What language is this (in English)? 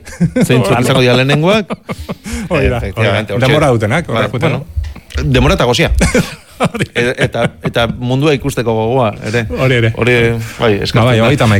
Basque